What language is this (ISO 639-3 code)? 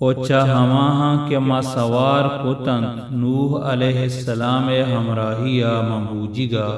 bal